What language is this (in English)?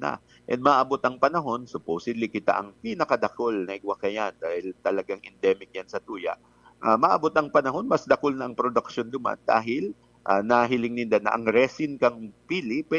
Bikol